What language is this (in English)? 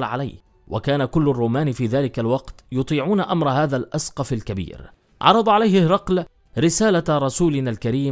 Arabic